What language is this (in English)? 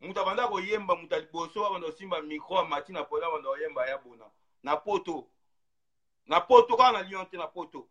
Lingala